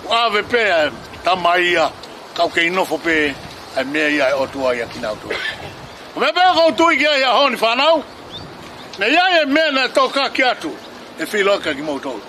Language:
Tongan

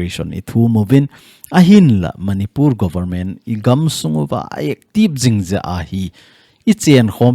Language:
Thado Chin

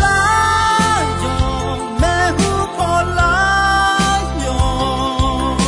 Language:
Akha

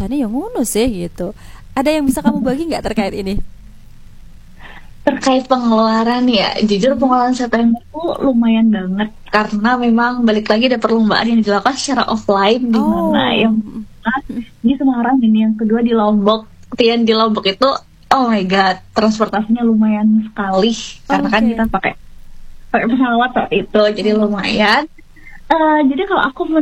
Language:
Indonesian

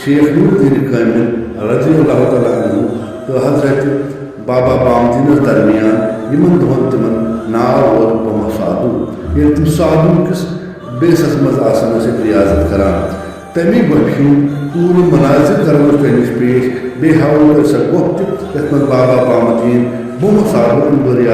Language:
Kashmiri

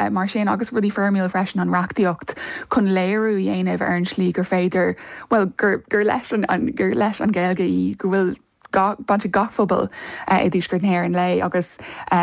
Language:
Irish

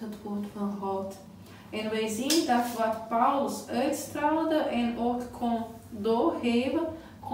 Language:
Dutch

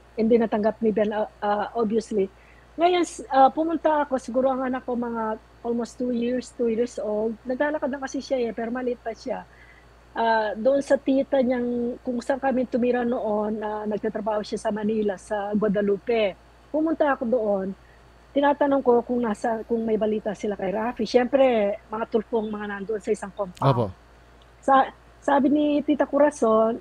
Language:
Filipino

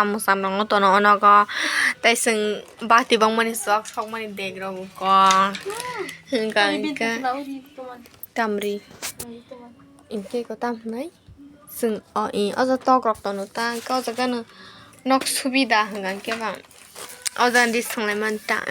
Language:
Kok Borok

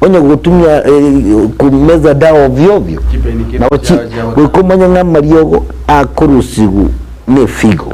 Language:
Gusii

